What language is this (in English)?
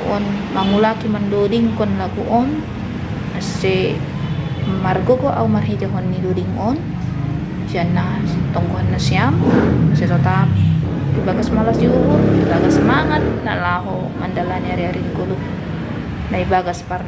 Batak Simalungun